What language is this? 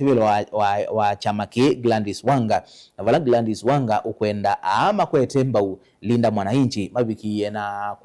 Kamba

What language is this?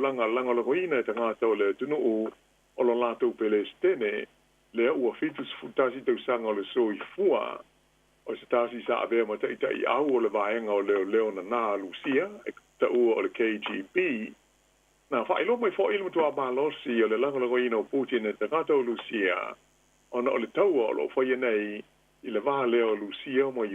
Samoan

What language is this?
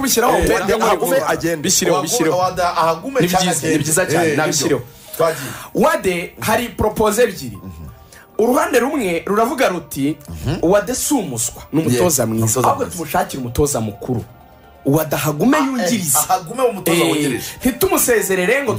Kinyarwanda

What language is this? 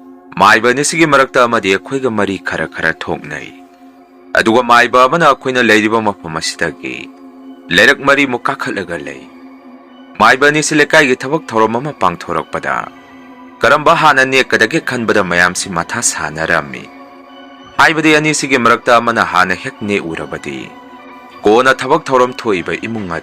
Manipuri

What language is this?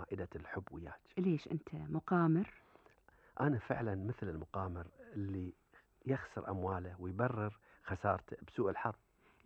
Gulf Arabic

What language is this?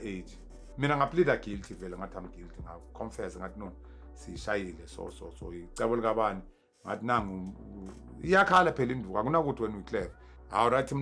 Zulu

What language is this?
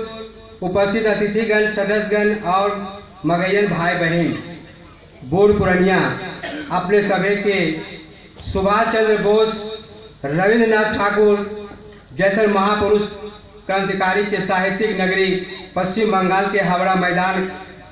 Magahi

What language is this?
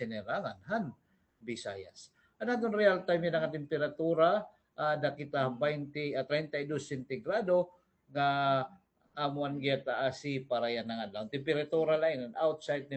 Waray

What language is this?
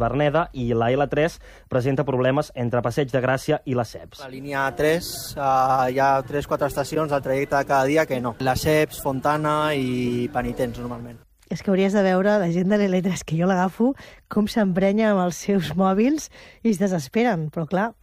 Catalan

